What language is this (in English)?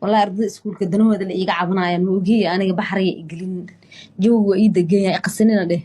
Somali